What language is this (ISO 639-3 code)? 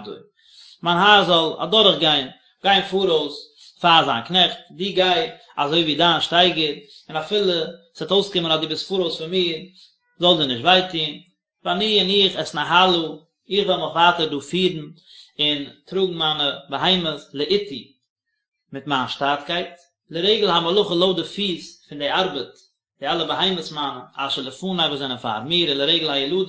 yid